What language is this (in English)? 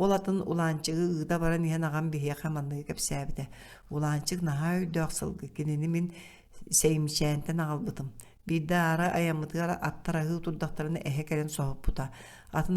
Yakut